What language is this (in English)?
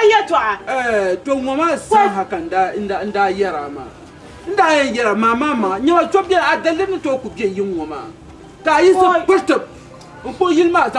Dagbani